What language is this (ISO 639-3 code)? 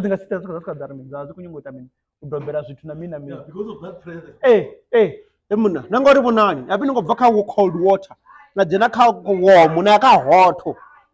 ven